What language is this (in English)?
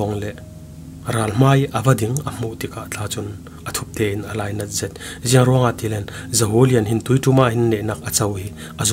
Falam Chin